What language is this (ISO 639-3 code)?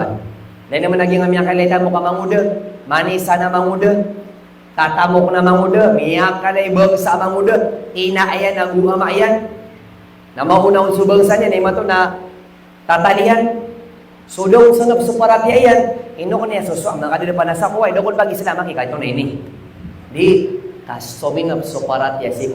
mrw